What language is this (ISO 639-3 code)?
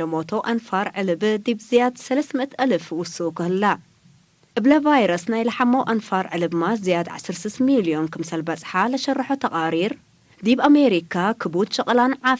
tig